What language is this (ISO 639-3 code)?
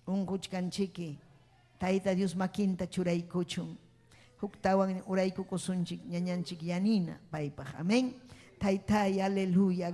quy